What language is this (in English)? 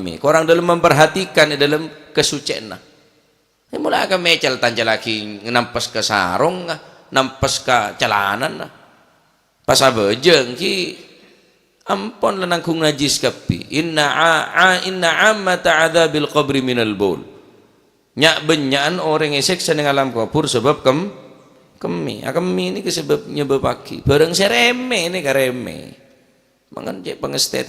Madurese